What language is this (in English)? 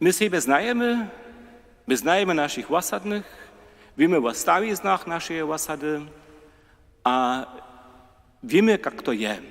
Upper Sorbian